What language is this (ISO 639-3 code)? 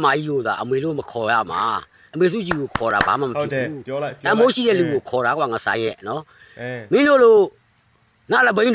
mya